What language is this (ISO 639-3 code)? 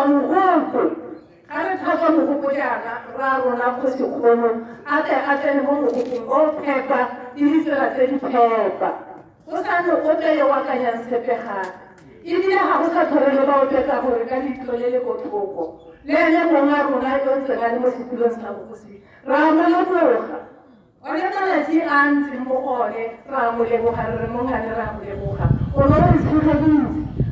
tsn